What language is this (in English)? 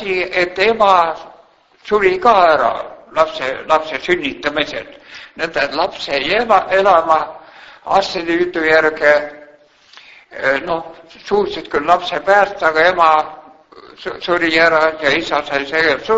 Estonian